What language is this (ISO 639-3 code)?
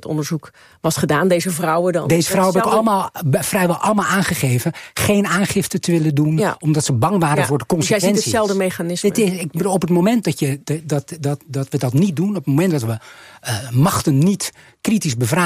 nld